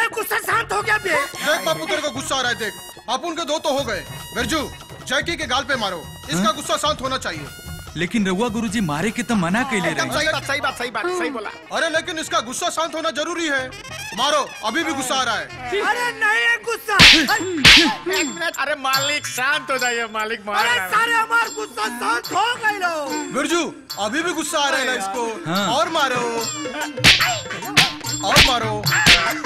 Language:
Bhojpuri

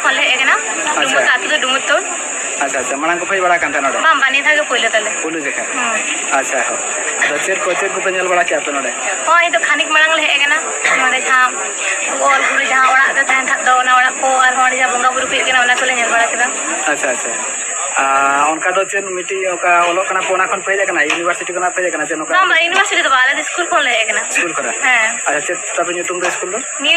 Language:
Santali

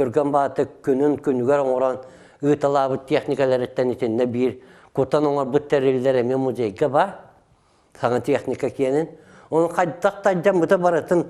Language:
Yakut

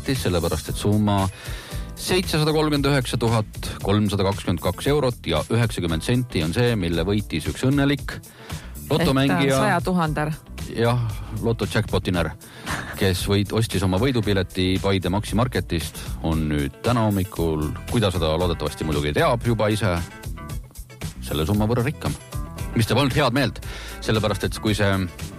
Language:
Estonian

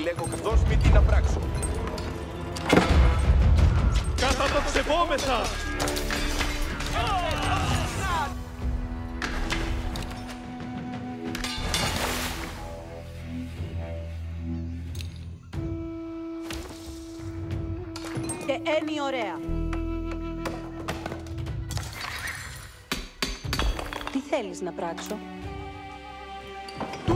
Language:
Greek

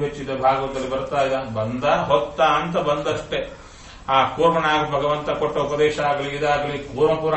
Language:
Kannada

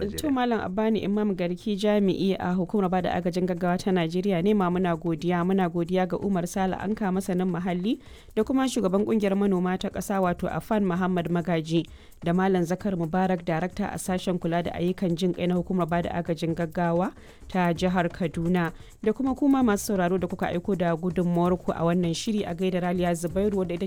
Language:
Hausa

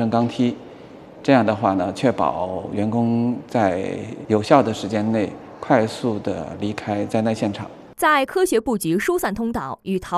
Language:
Chinese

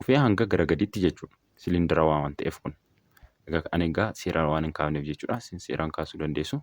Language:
Oromo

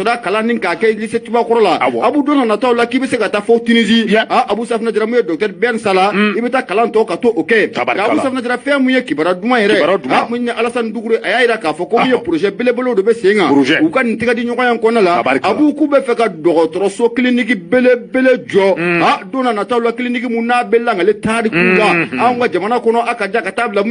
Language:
Bambara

